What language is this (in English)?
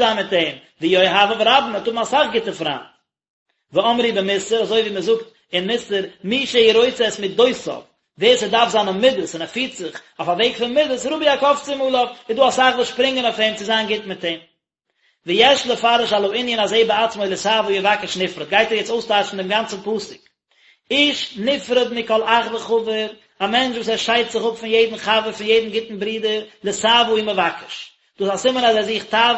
Yiddish